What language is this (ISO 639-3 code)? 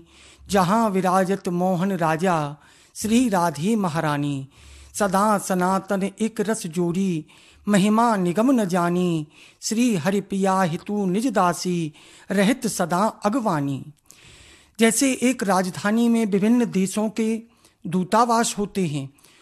hin